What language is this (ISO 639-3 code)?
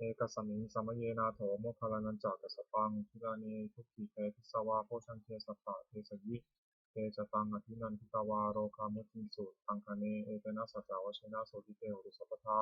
pli